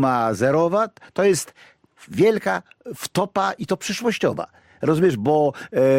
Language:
Polish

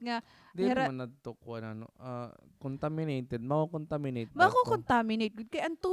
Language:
Waray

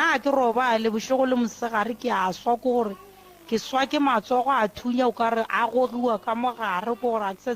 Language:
Northern Sotho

